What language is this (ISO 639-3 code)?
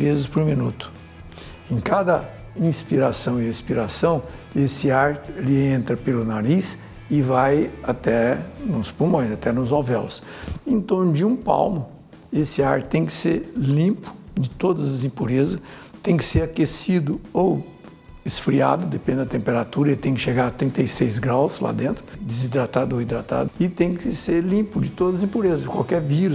por